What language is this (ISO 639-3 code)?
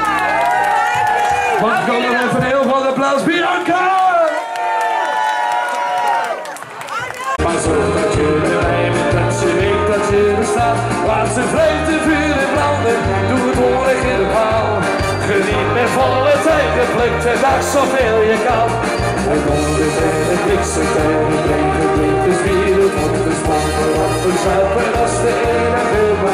nld